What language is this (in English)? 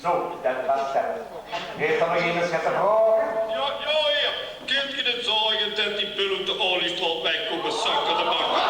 Limburgish